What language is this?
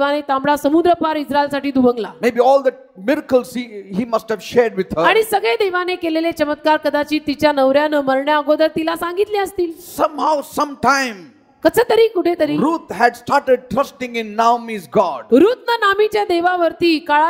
Marathi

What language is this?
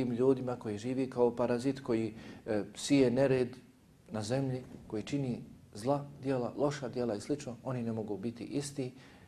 Bosnian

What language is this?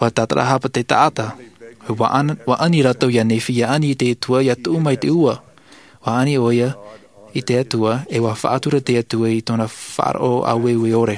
Tahitian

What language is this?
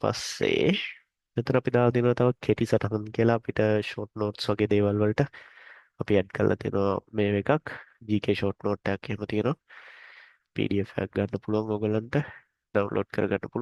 Sinhala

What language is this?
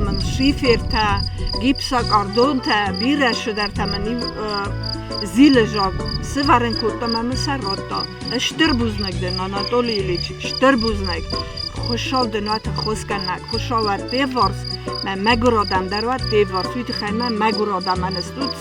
Ossetic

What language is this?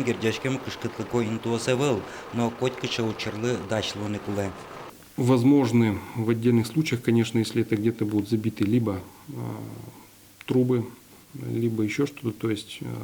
Udmurt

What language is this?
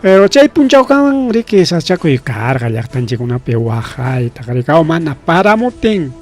Ayacucho Quechua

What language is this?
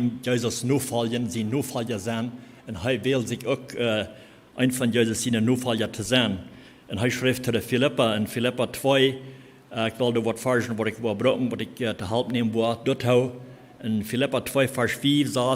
Plautdietsch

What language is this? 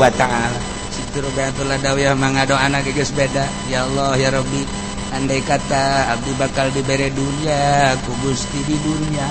Sundanese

